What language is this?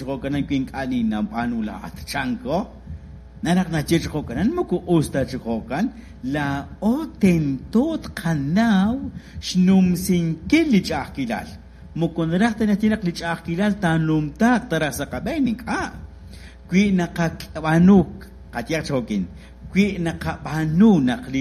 Kekchí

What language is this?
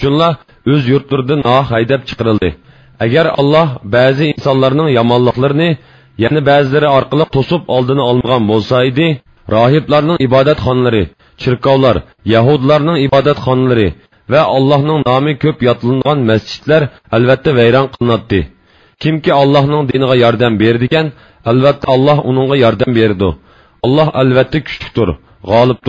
Uyghur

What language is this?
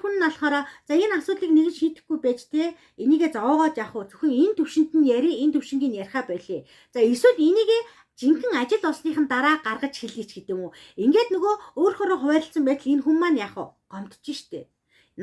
Mongolian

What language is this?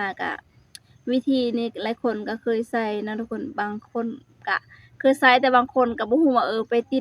Lao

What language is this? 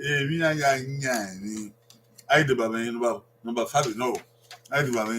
Bini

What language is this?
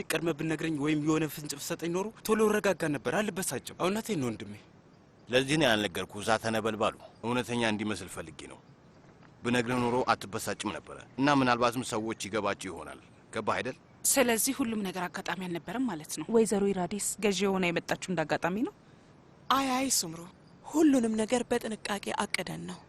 Amharic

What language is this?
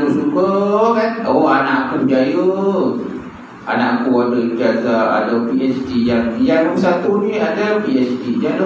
Malay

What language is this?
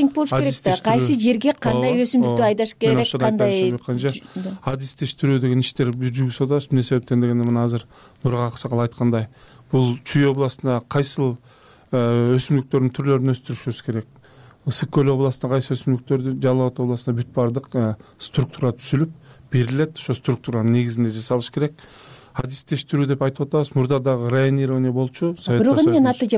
Kyrgyz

